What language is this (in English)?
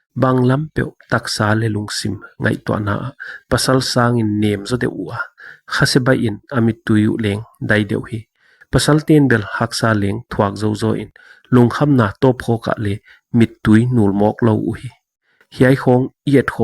Paite Chin